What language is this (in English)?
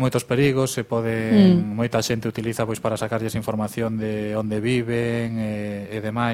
Galician